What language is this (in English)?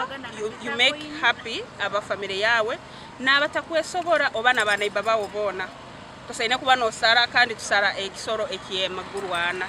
Nyankole